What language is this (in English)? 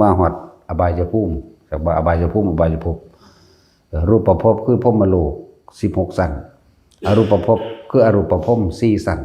Lao